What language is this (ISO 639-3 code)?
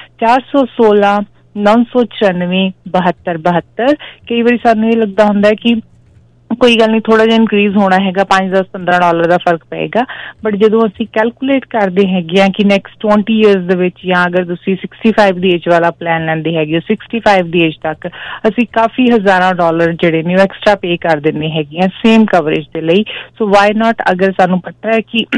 pan